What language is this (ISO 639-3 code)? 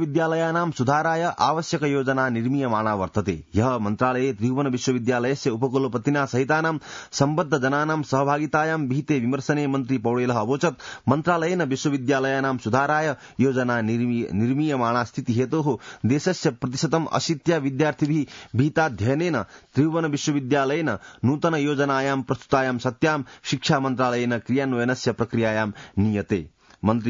san